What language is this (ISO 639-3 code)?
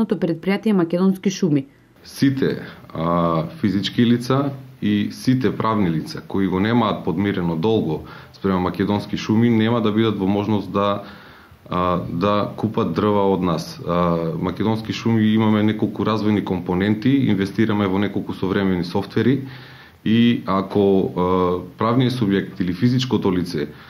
mkd